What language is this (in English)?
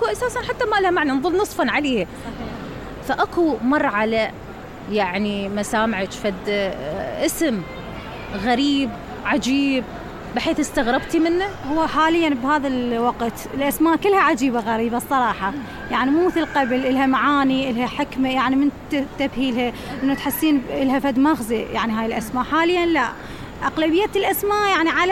Mesopotamian Arabic